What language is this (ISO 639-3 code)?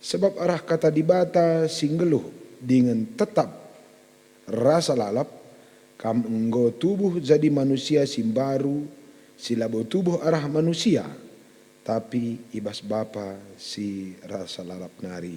btx